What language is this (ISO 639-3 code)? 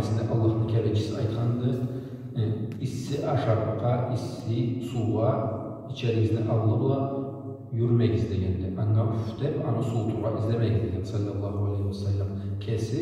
krc